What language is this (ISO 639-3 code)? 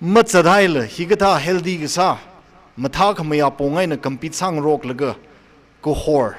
nmf